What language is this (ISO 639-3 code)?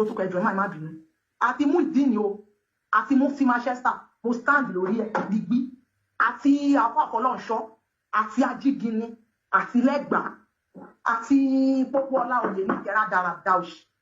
yor